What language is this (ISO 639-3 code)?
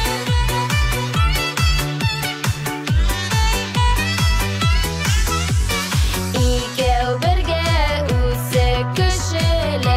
tat